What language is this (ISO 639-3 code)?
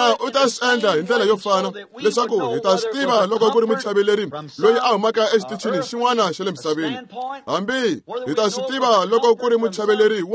tso